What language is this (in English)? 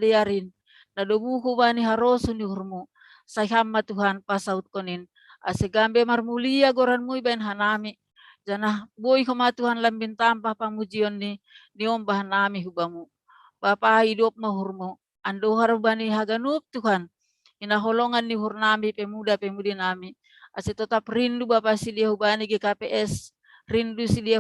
Batak Simalungun